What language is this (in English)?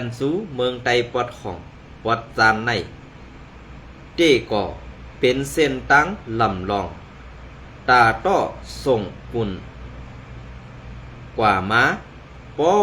Shan